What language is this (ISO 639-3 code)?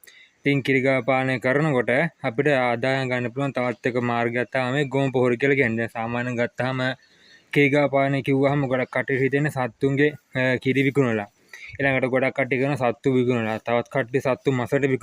sin